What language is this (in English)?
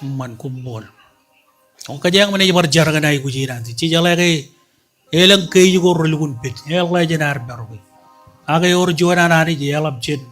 Marshallese